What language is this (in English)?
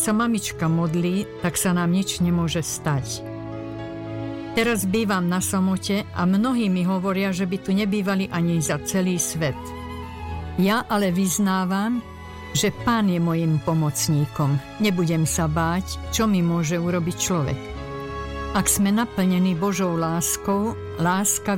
Slovak